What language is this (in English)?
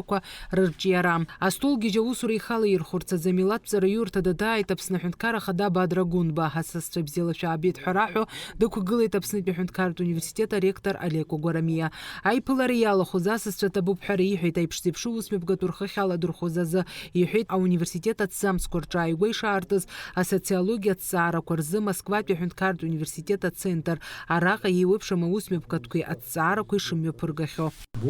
Abkhazian